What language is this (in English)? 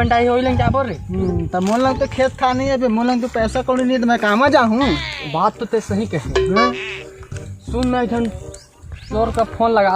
Chhattisgarhi